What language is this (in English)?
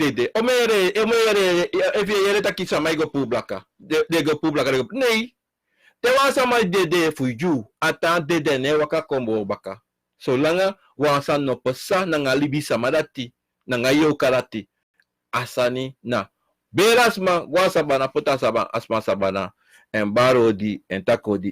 Sranan Tongo